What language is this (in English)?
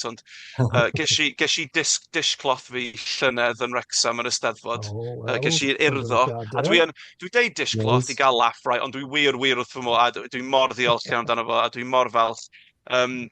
Welsh